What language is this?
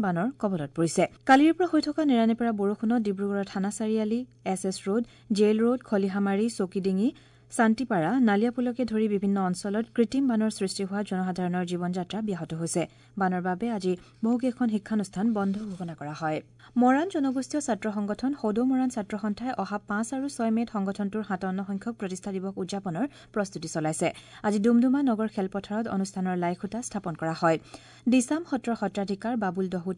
Assamese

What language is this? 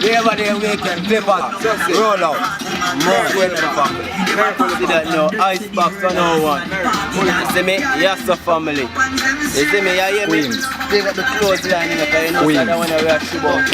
Jamaican Creole English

